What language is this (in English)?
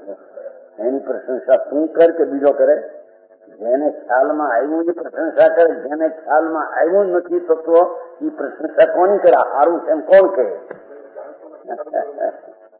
Gujarati